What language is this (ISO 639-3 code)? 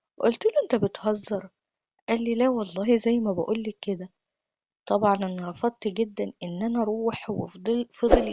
arz